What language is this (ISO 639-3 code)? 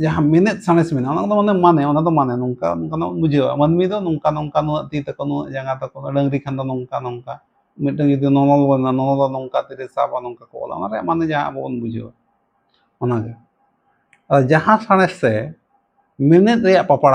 sat